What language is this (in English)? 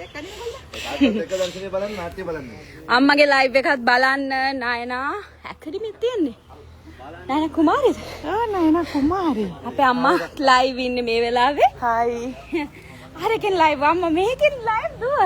Sinhala